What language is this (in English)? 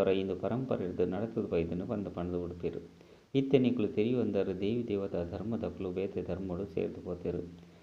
Tulu